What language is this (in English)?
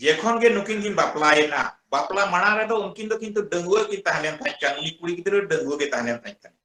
Santali